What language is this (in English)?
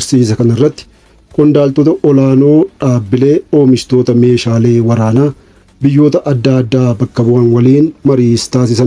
Oromo